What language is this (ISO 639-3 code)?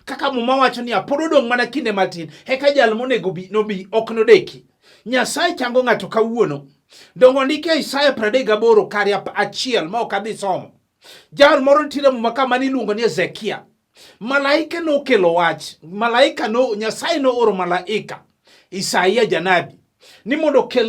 luo